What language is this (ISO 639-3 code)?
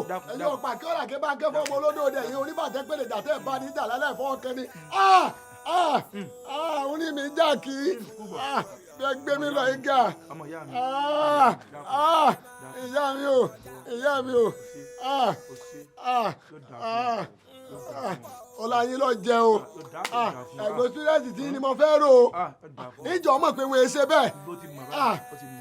yor